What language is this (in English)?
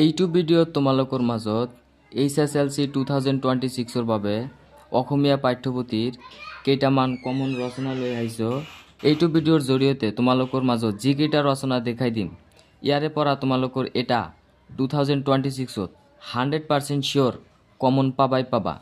Assamese